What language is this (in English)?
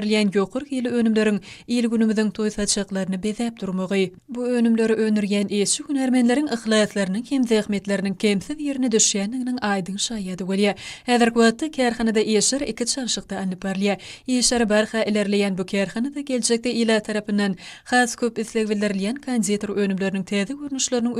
Turkmen